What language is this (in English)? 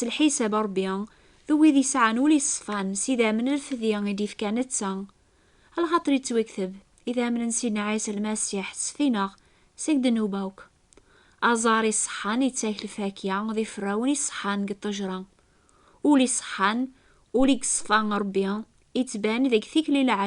Kabyle